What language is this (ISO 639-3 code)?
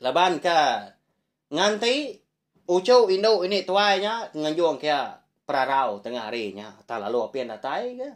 iba